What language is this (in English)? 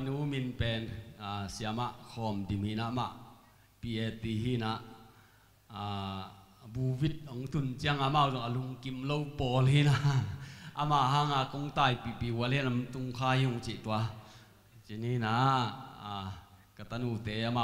Tedim Chin